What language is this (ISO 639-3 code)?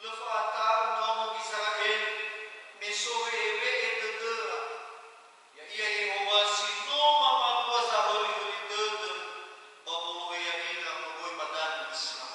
nia